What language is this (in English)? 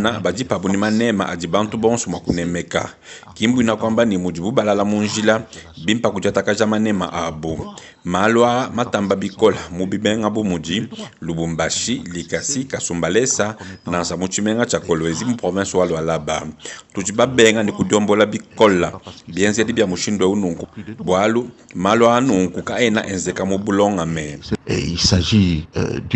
Luba-Lulua